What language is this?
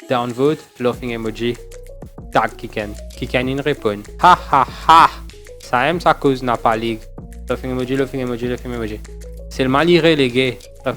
Morisyen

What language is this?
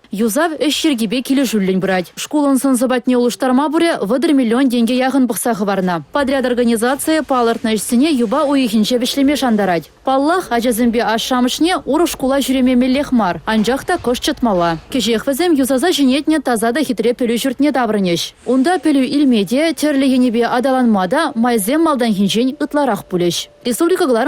Chuvash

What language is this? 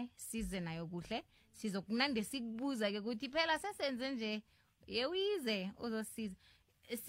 South Ndebele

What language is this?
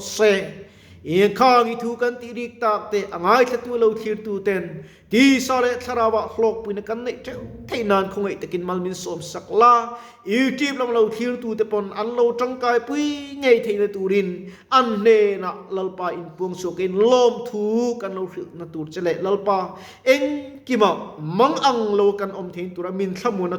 Mizo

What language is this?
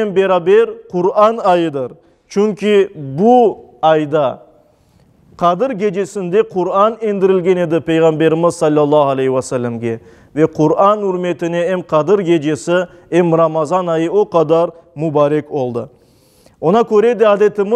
Crimean Tatar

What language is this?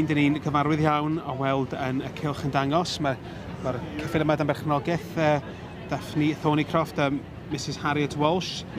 Welsh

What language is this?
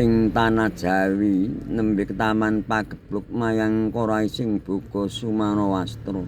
Javanese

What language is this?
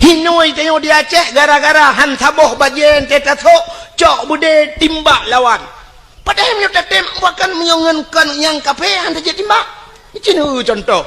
Achinese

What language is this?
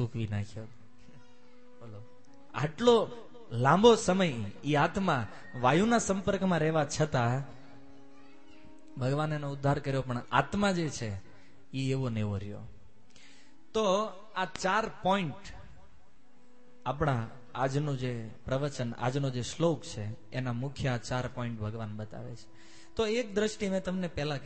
Gujarati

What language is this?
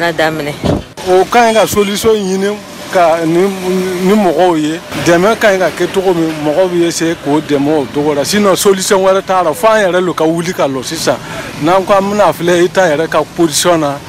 Bambara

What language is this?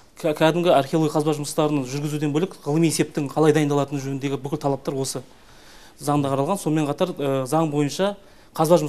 Kazakh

